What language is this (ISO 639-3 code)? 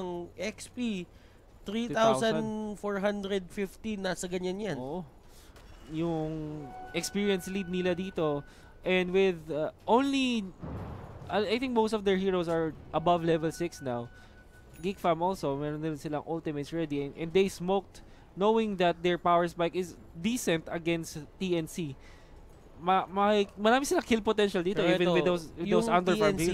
fil